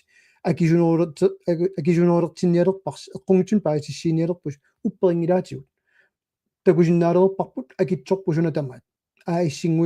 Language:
Kalaallisut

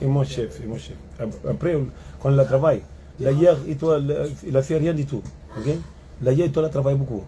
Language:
Kabuverdianu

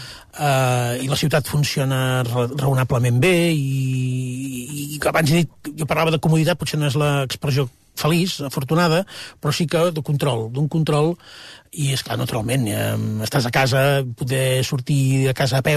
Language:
Catalan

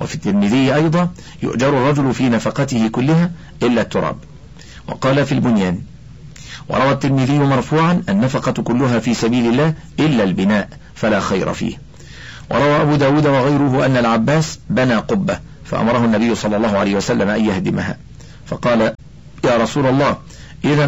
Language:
Arabic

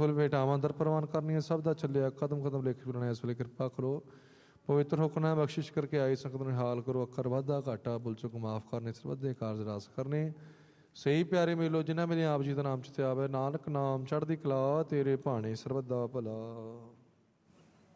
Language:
Punjabi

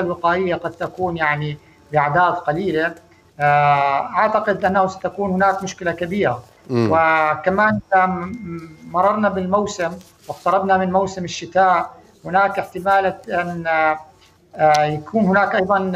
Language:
Arabic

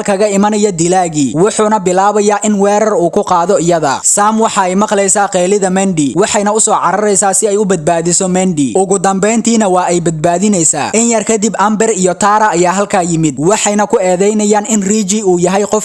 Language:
Somali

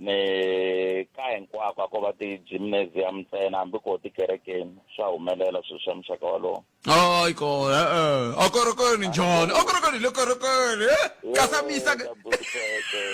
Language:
Tsonga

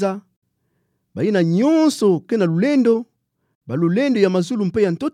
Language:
Kituba (Democratic Republic of Congo)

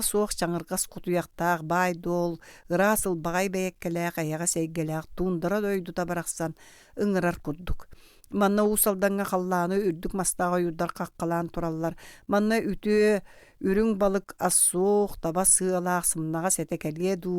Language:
Yakut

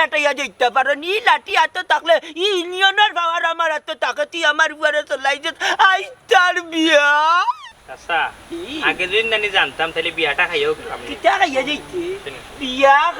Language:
Sylheti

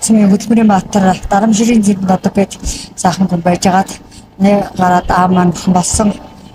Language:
Mongolian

